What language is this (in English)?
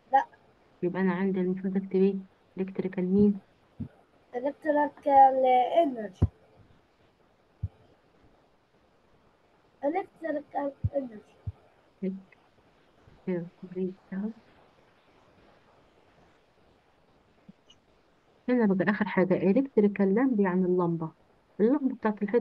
Egyptian Arabic